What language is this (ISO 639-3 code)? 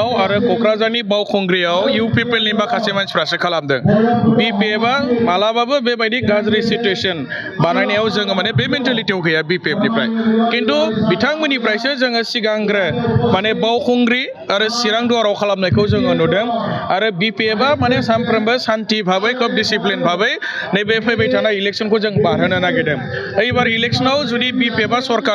brx